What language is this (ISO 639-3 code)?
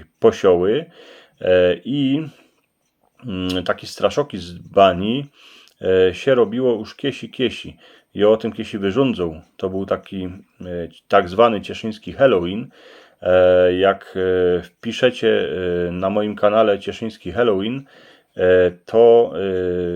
szl